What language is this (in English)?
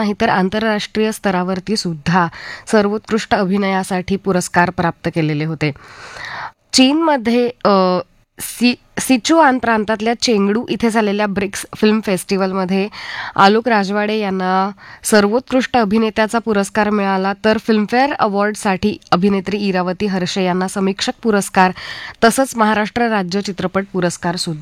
Marathi